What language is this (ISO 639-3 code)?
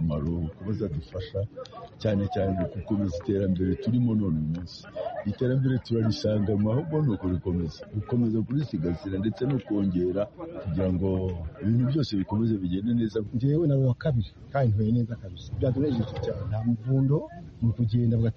kin